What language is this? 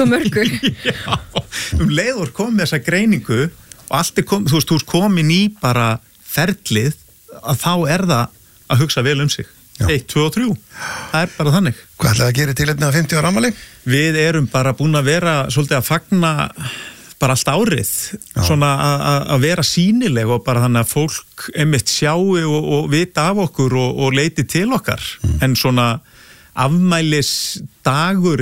Icelandic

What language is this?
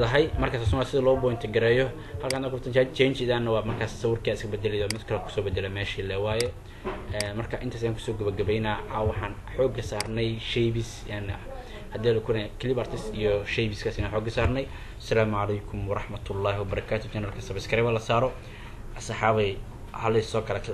Somali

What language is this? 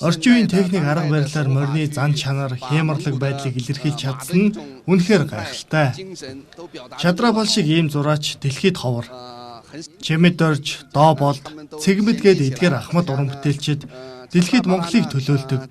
Mongolian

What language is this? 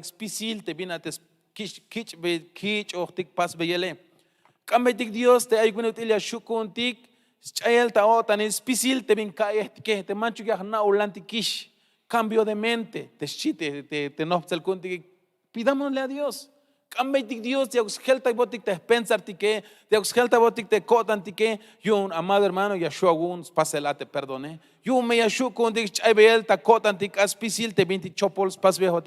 Tzeltal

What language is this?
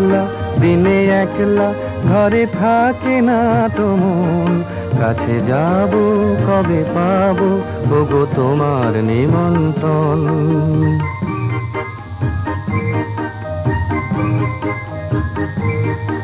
Bangla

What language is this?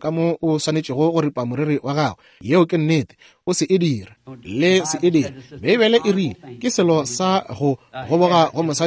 Northern Sotho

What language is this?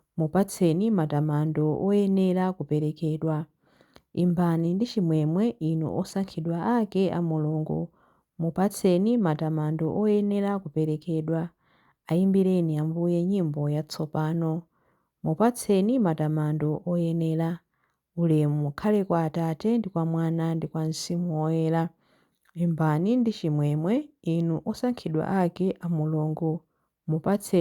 Nyanja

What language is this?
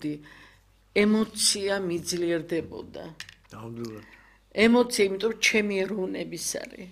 Georgian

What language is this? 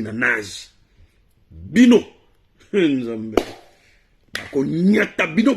Lingala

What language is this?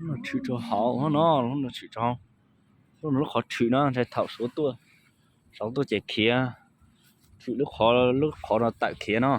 Hmong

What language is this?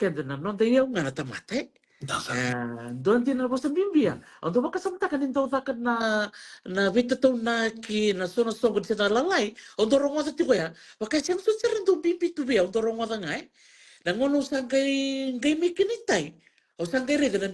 Fijian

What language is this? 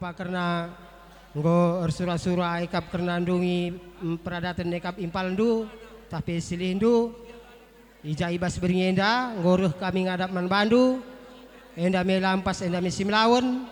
Batak Karo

